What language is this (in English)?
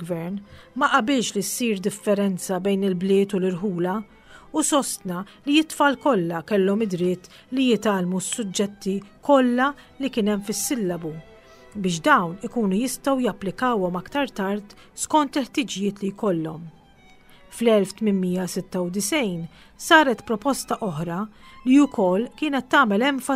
Maltese